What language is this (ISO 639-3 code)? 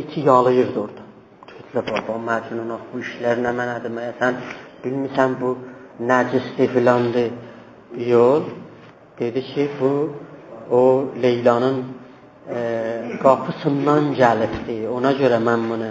azb